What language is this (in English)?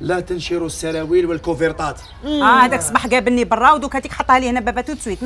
Algerian Arabic